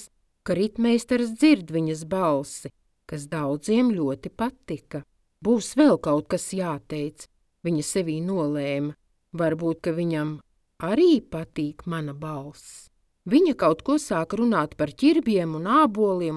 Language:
Latvian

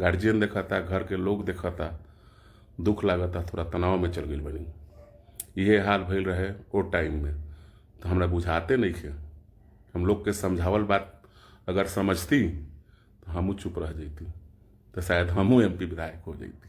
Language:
Bhojpuri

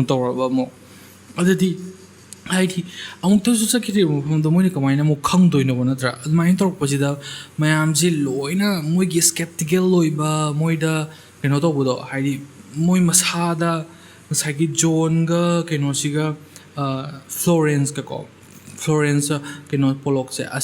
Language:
Manipuri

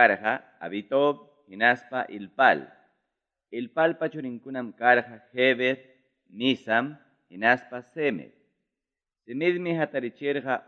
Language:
Ayacucho Quechua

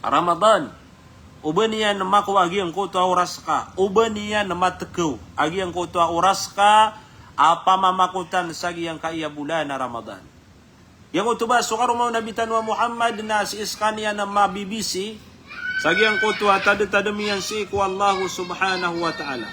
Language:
Maranao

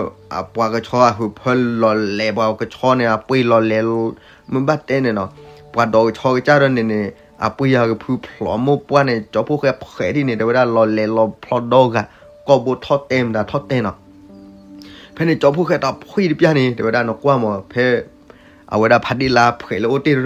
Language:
S'gaw Karen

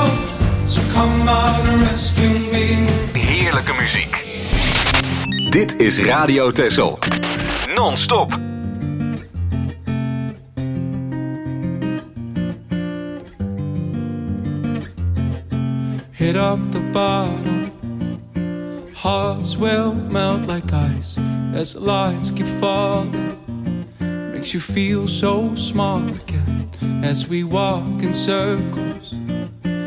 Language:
Dutch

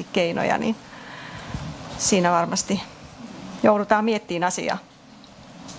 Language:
Finnish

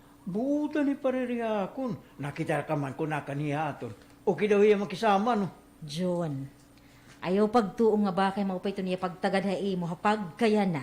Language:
Waray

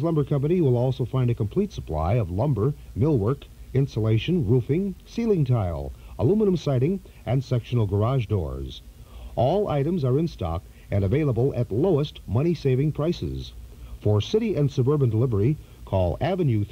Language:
English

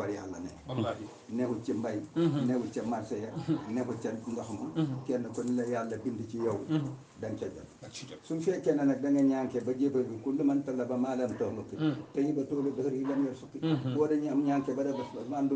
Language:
Wolof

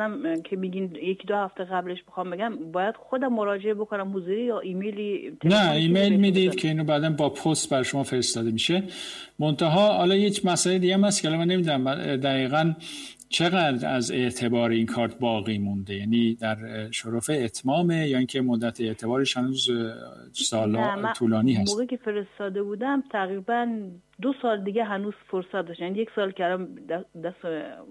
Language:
Persian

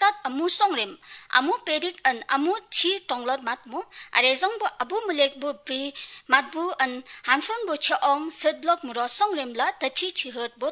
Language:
Kok Borok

